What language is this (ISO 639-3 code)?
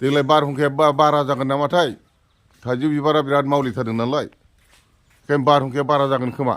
brx